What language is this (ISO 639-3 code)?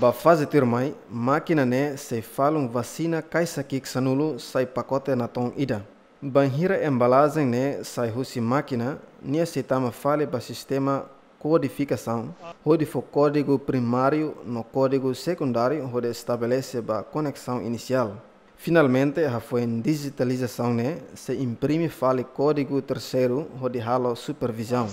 tet